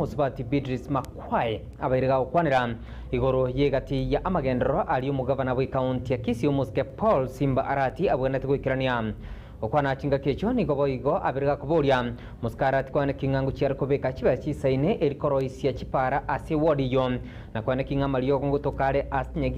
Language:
Gusii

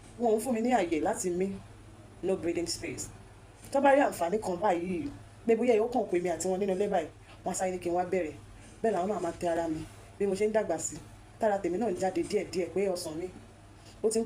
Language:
Yoruba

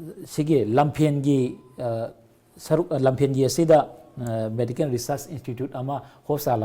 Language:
Manipuri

